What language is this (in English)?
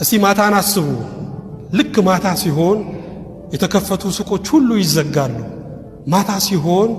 Amharic